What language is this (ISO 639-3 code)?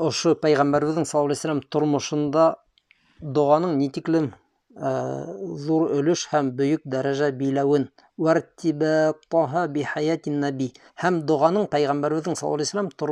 bak